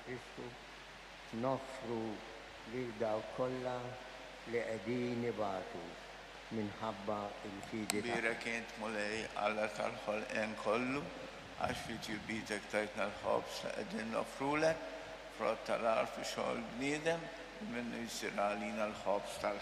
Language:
Maltese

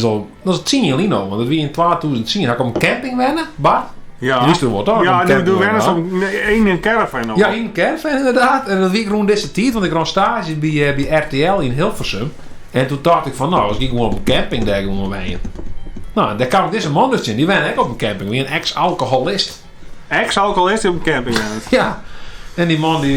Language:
Western Frisian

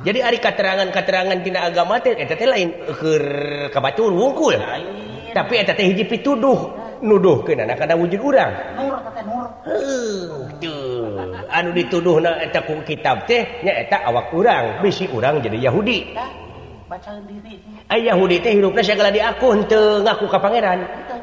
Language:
Sundanese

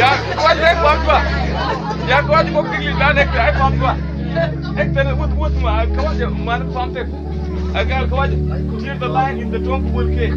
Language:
Mabaan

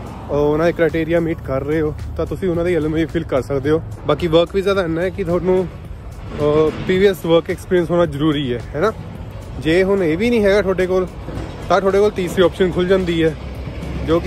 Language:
Punjabi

